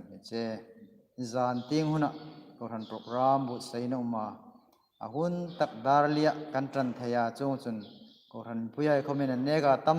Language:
Hmar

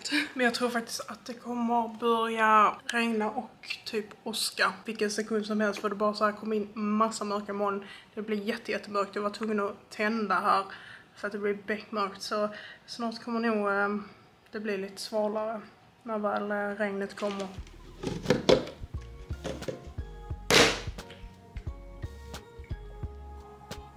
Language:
Swedish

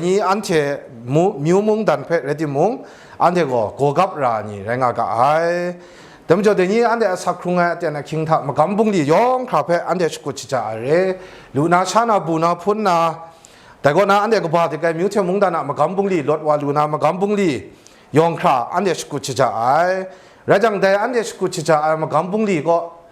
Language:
Kachin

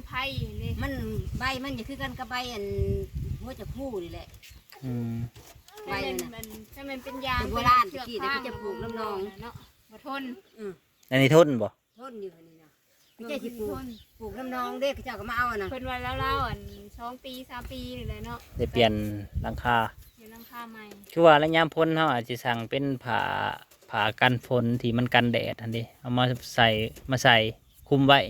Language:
Northeastern Thai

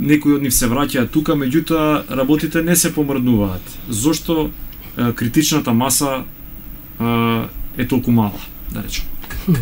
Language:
Macedonian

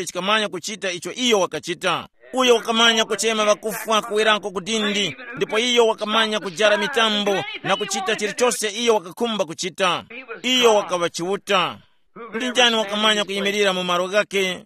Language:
Tumbuka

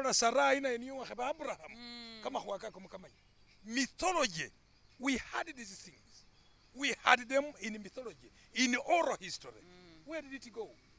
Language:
Masaaba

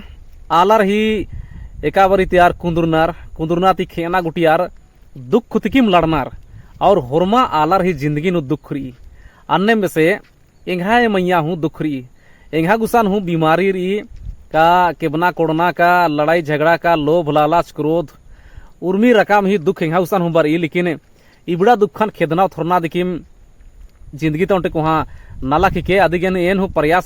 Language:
Kurukh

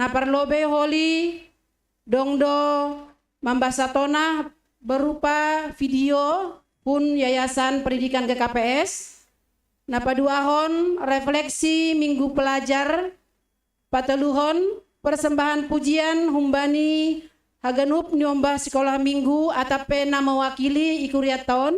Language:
Batak Simalungun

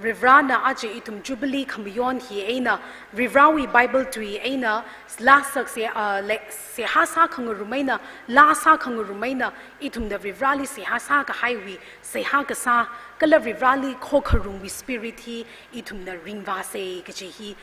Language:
Tangkhul Naga (India)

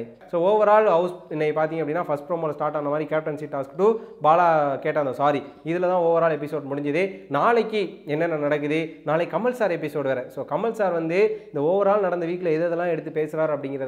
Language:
Tamil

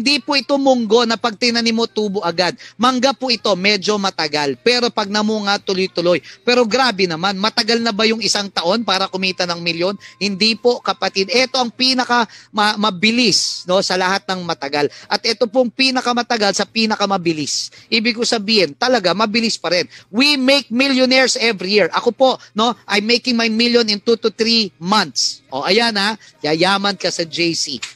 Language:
Filipino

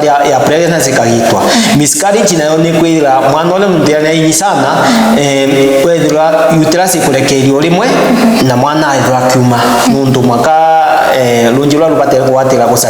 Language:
Meru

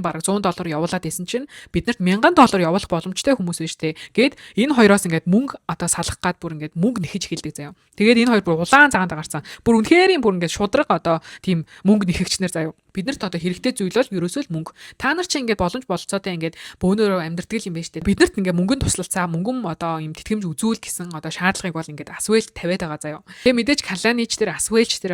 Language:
Mongolian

